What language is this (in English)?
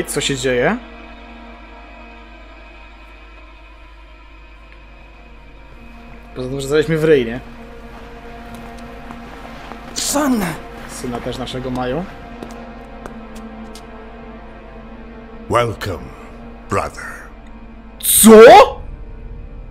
Polish